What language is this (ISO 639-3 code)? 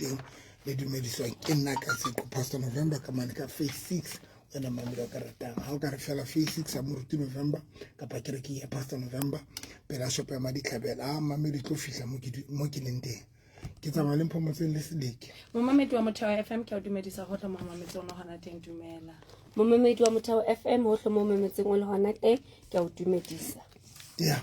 sot